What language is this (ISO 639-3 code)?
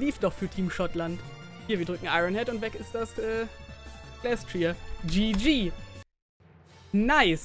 deu